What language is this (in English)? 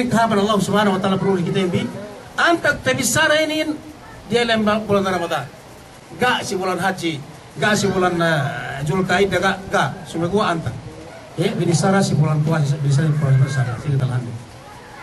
Yakan